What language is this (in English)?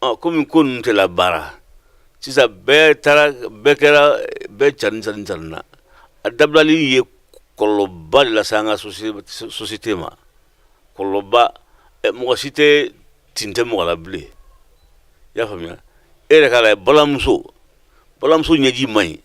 Bambara